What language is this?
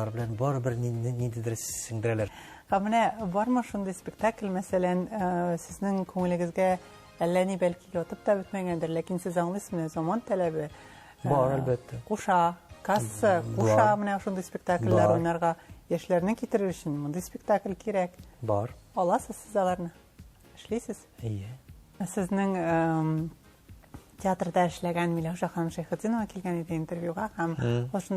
Tatar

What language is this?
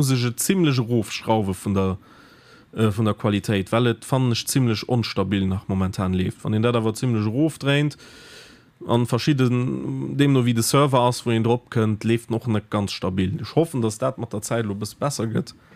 Luxembourgish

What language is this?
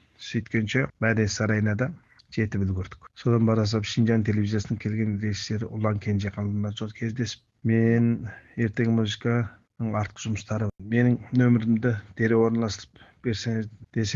Kazakh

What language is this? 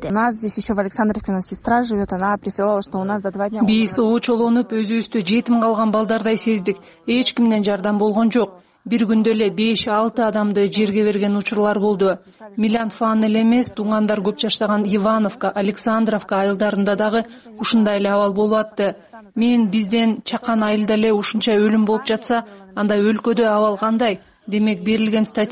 Kyrgyz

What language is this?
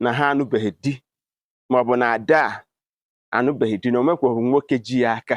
Igbo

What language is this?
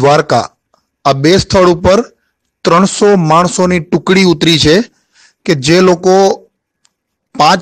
Gujarati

